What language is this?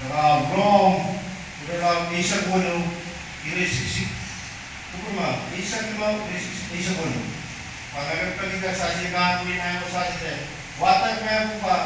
Pohnpeian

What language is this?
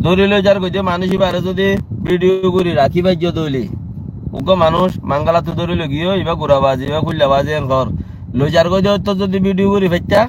Rohingya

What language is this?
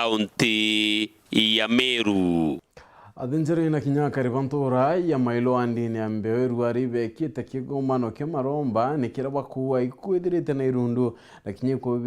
Meru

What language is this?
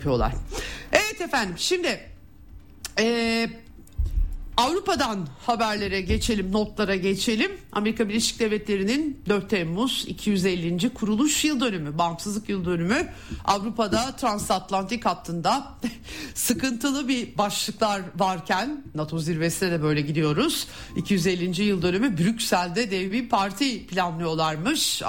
Turkish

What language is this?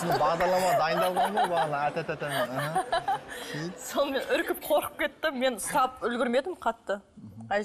Kazakh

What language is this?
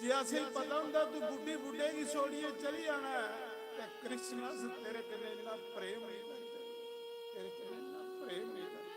Dogri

